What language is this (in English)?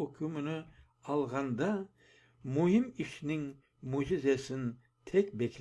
Crimean Tatar